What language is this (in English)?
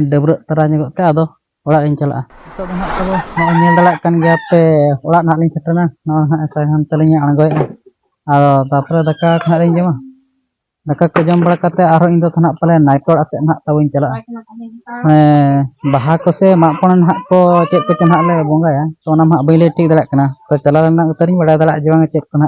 Santali